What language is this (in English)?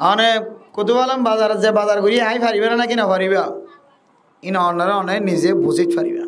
Rohingya